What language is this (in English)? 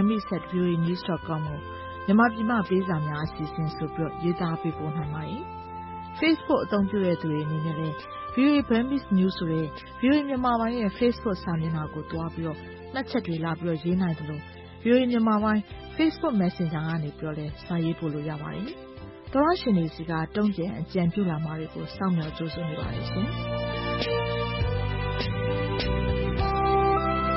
Burmese